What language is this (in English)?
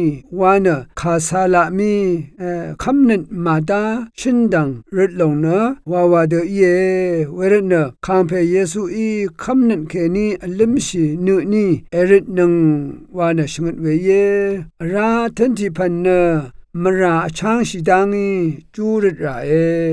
Rawang